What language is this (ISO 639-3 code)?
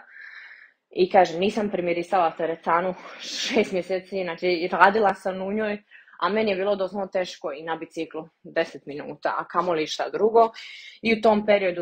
hrv